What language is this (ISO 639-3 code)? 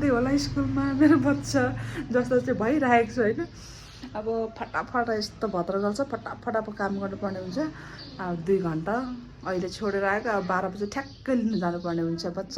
nep